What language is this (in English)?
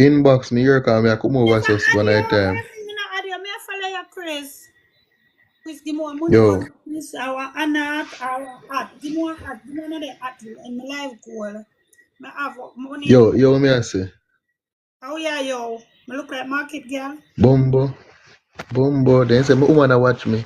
Jamaican Creole English